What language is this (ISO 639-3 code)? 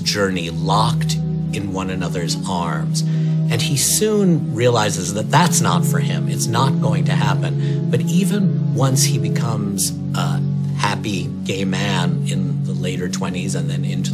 eng